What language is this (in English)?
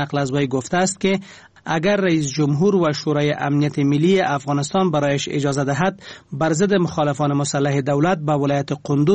Persian